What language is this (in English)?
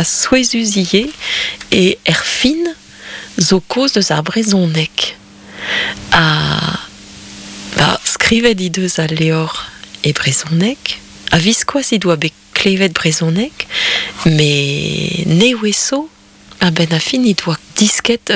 Breton